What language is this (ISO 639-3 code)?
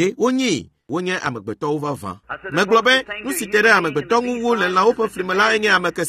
ewe